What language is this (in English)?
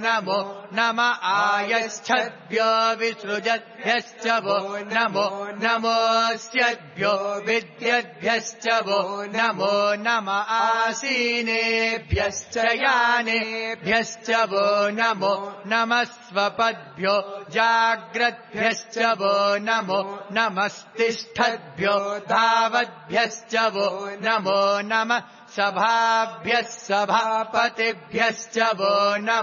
Sanskrit